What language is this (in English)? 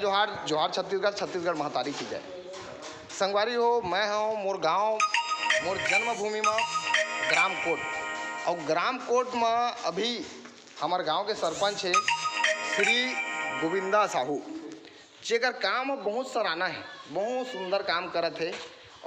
Chhattisgarhi